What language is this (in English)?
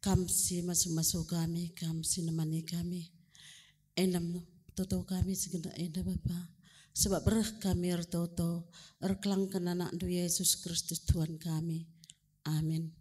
Batak Karo